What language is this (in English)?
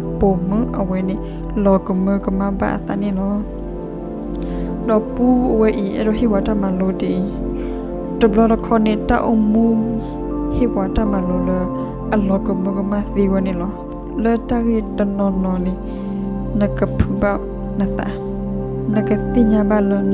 S'gaw Karen